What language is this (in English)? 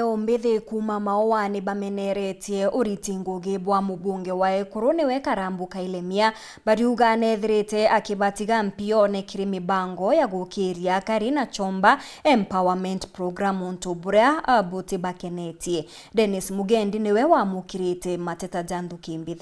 Meru